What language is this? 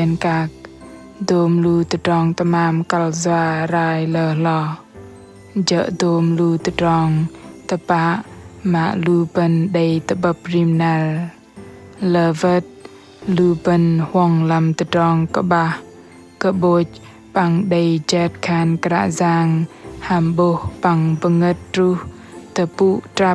Bahnar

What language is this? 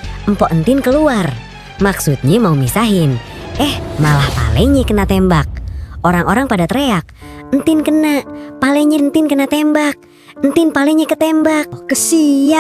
Betawi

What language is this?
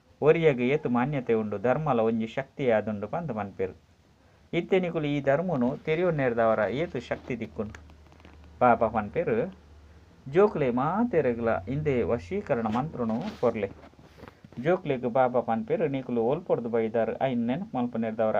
Tulu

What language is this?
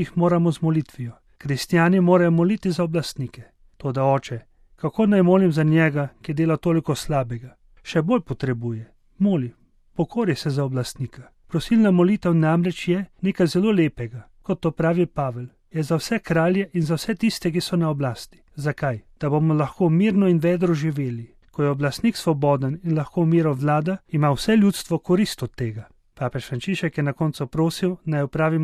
Slovenian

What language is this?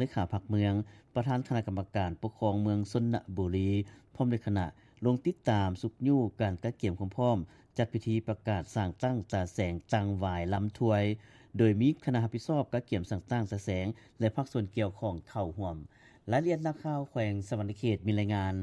Lao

